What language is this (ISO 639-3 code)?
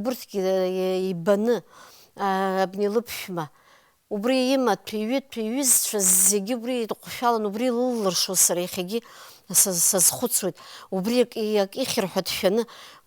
abk